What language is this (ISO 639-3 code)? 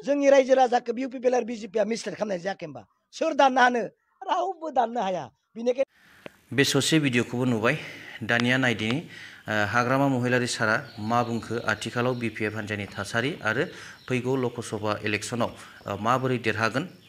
brx